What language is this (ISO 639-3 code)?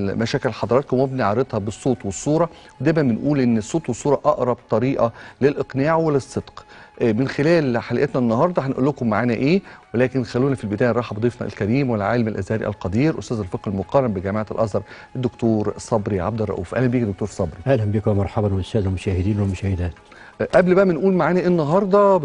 arz